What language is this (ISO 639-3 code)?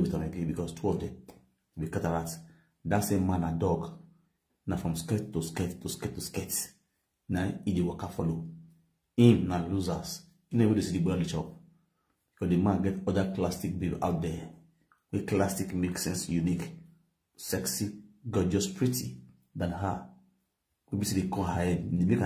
pcm